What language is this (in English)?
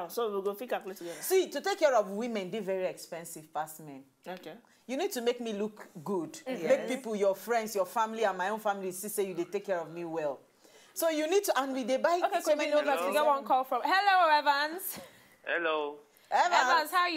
Nigerian Pidgin